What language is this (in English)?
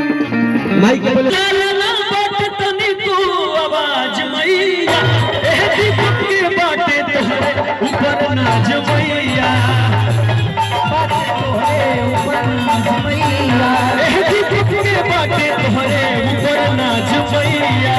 Bhojpuri